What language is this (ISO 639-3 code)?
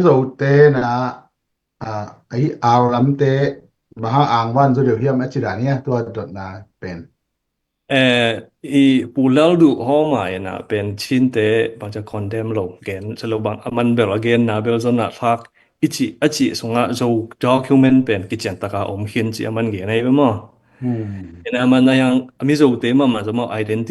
ctd